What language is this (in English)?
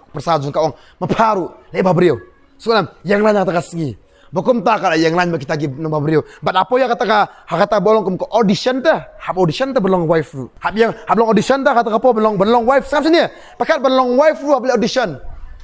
Khasi